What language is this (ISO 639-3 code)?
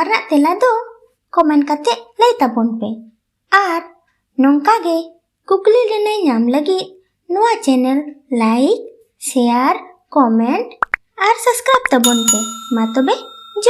sat